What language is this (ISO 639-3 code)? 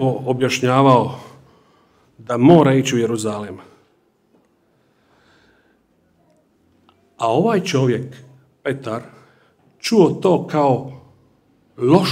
hrv